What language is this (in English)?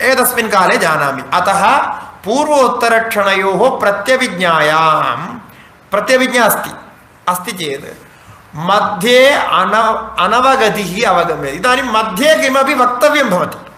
Sanskrit